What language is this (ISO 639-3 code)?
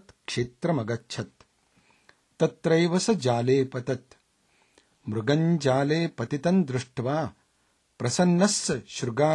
san